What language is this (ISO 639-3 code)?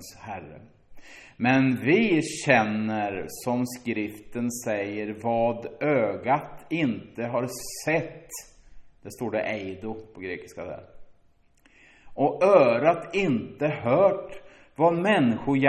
swe